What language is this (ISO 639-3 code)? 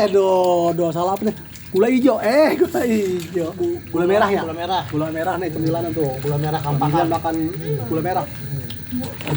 bew